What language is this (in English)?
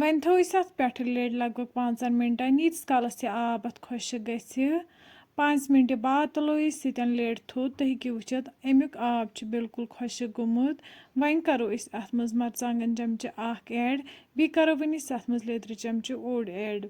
Kashmiri